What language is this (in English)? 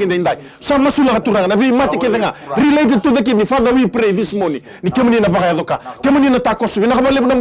Fijian